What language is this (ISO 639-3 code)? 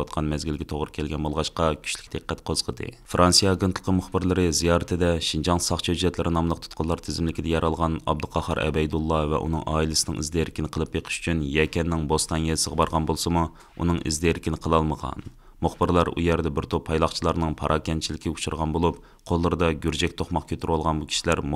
uig